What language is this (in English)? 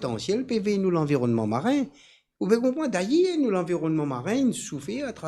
Morisyen